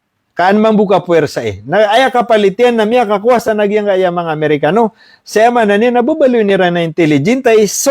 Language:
Maranao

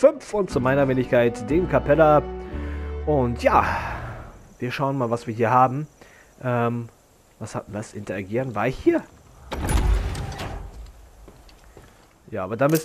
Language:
German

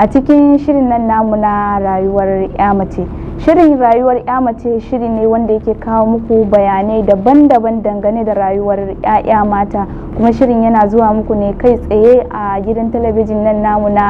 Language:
Hausa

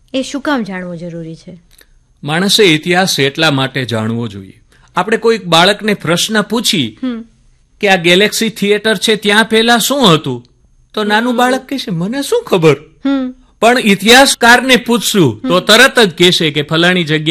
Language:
Gujarati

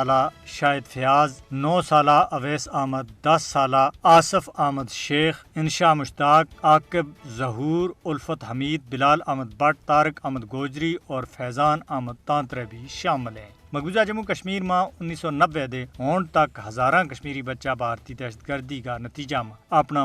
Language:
Gujari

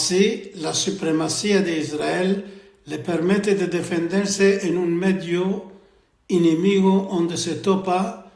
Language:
Ladino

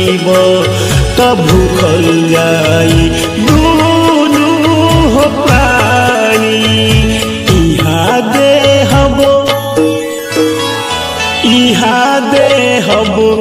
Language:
Bhojpuri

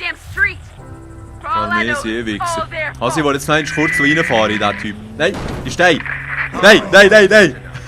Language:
Swiss German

